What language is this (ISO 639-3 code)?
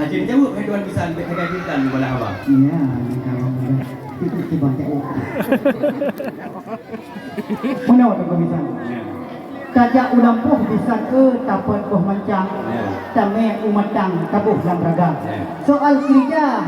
ace